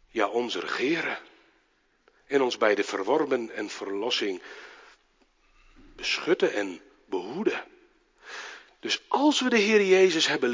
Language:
Dutch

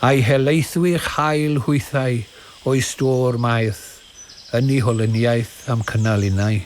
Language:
Welsh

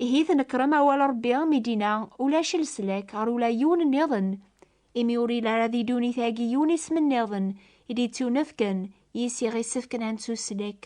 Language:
Kabyle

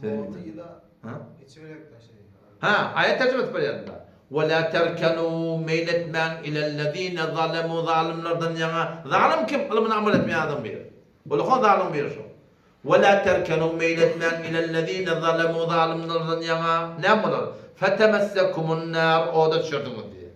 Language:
Turkmen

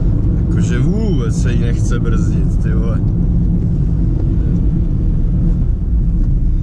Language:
Czech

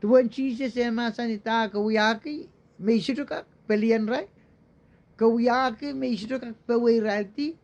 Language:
Pohnpeian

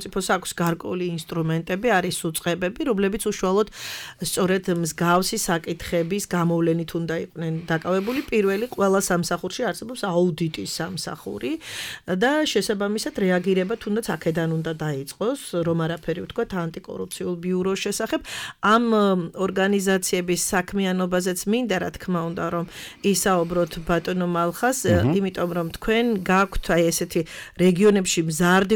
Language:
Georgian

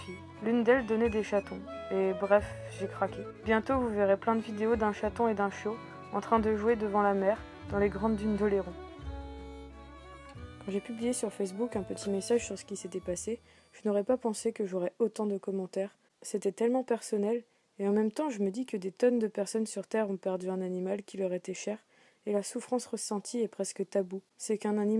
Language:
French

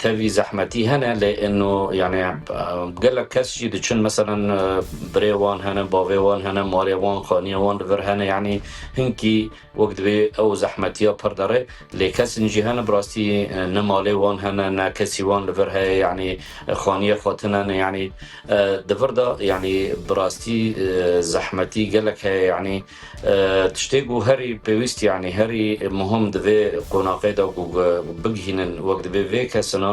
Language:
Kurdish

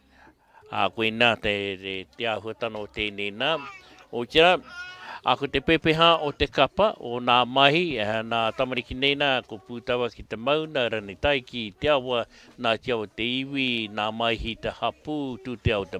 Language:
Māori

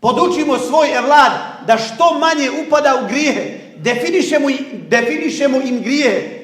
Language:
Bosnian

